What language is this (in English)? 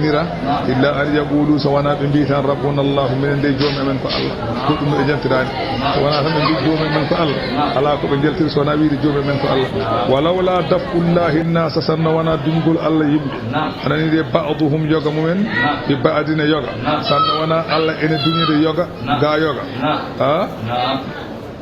Fula